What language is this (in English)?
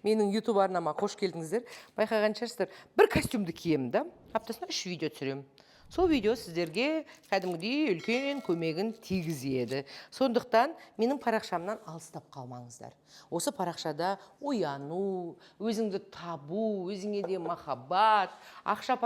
Kazakh